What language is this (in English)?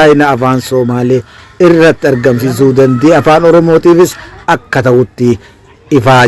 Oromo